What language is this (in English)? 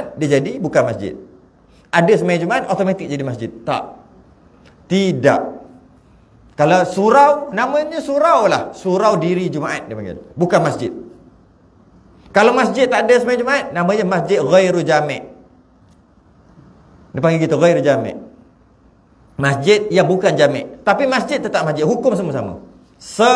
Malay